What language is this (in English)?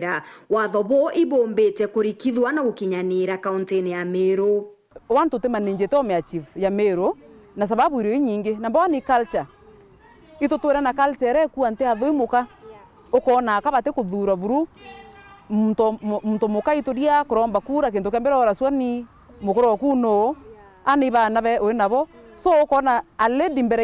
Meru